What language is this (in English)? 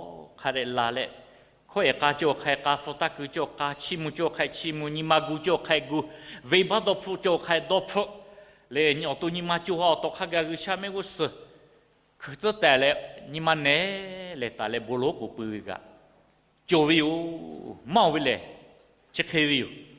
Lahu